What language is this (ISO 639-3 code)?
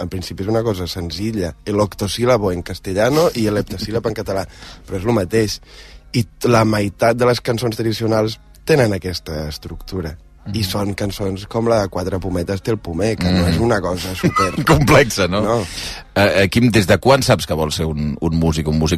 cat